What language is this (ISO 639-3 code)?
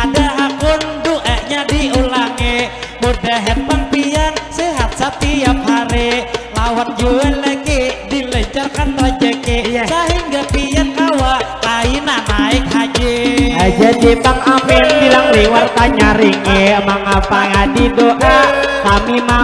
bjn